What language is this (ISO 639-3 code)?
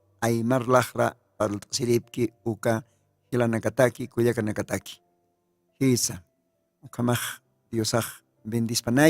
aym